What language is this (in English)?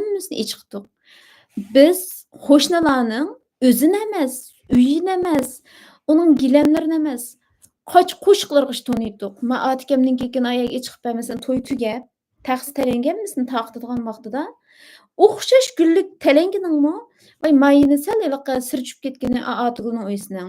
Uyghur